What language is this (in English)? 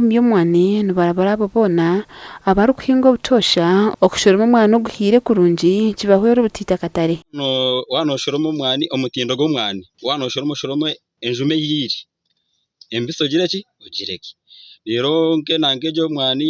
Nyankole